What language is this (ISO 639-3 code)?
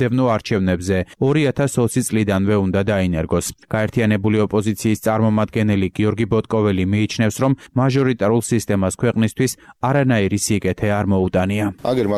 kat